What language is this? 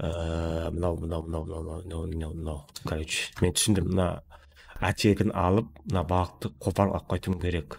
Kara-Kalpak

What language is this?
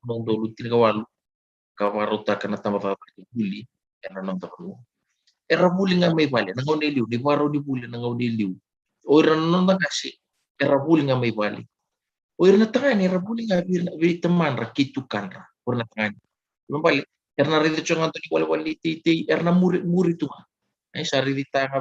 Fijian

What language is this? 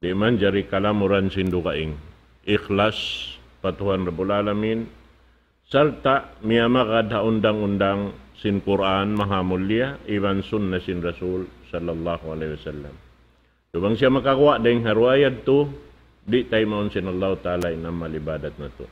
Tausug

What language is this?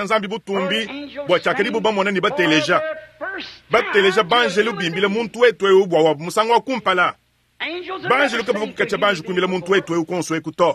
Luba-Lulua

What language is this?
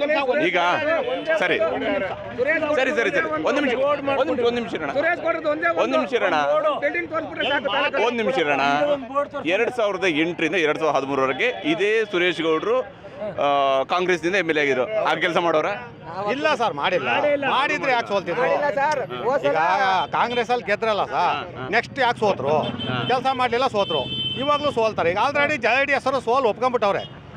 Kannada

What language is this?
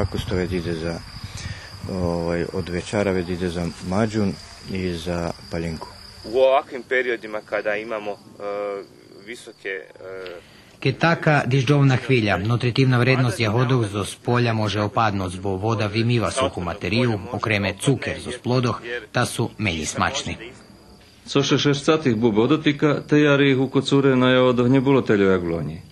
Rusyn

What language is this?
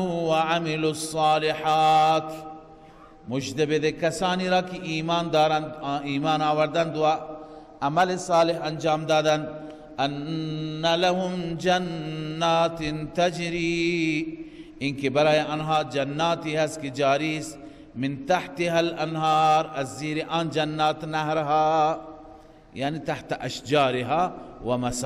Persian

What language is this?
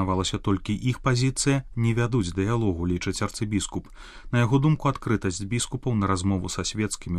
Belarusian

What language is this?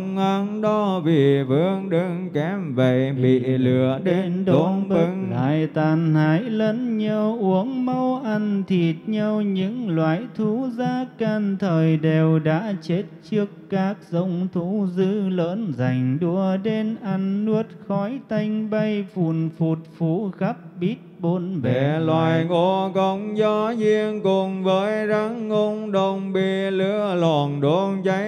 Vietnamese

